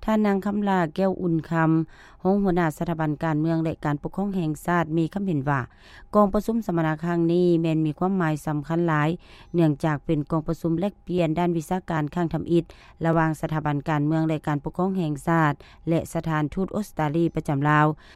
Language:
Lao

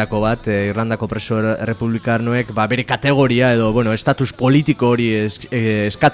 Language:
Basque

